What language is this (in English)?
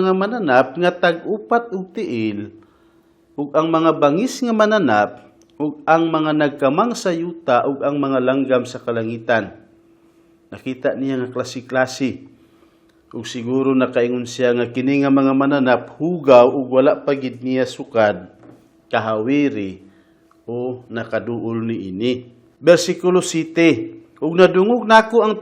Cebuano